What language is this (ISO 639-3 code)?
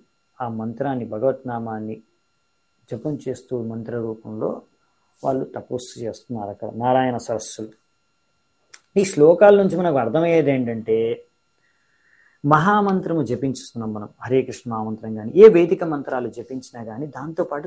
tel